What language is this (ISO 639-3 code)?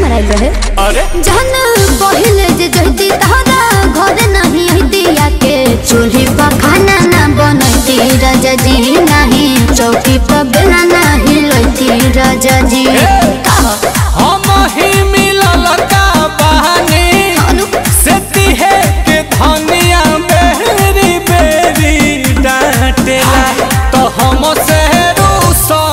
bho